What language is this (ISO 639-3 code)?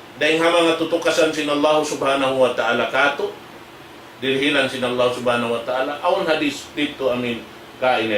tsg